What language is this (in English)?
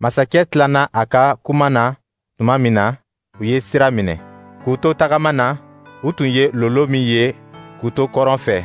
Dyula